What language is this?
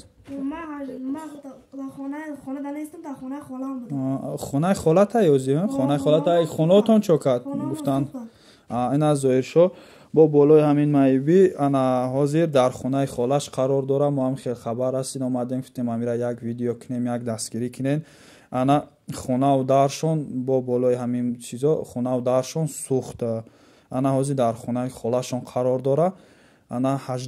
Tajik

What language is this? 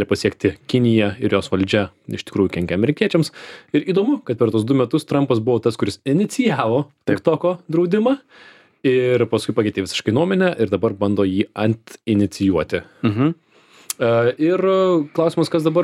Lithuanian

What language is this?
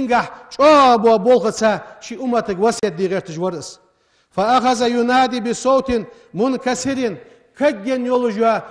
Ingush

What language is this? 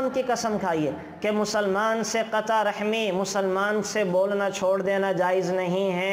Urdu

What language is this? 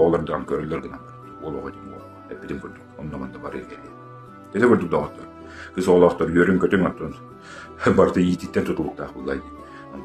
Yakut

